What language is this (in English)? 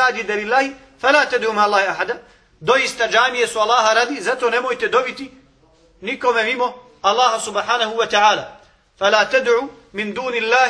Bosnian